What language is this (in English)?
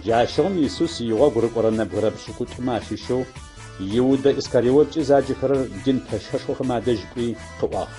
Adyghe